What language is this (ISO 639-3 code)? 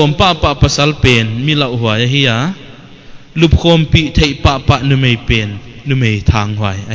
pck